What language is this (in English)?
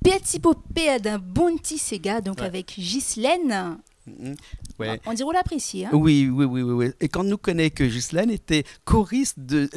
Réunion Creole French